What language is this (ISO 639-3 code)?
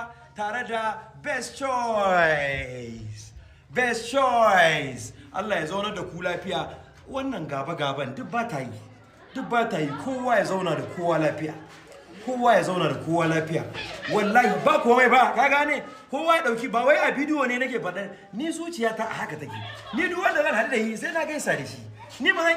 hau